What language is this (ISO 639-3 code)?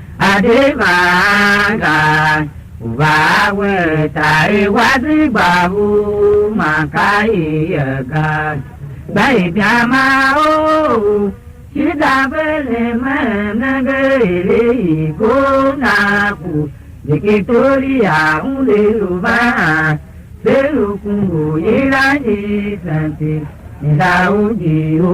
tiv